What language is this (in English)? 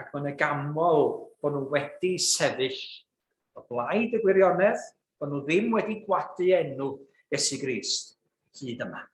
Welsh